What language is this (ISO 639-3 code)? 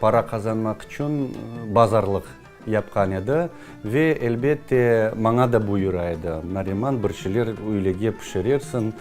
crh